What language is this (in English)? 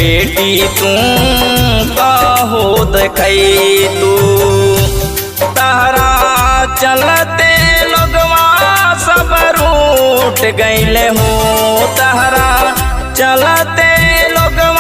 Bhojpuri